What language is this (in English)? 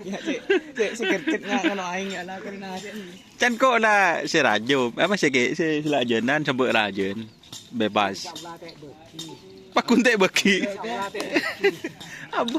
Madurese